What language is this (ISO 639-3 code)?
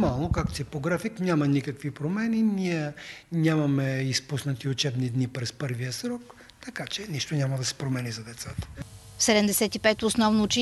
bul